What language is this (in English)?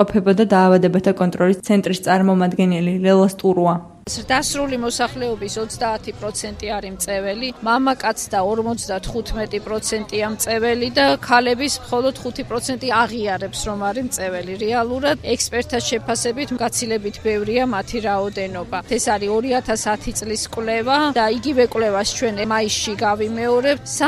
Georgian